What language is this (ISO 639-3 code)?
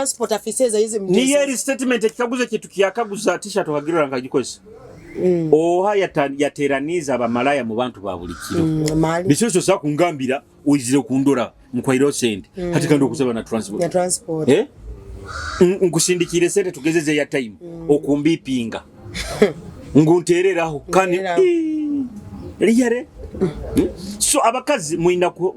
nyo